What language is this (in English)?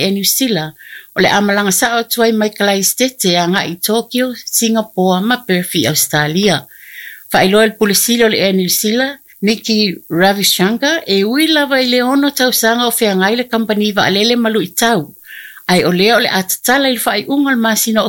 Samoan